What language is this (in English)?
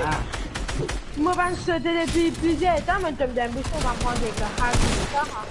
Morisyen